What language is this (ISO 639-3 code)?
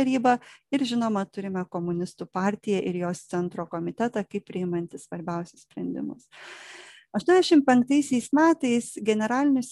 lit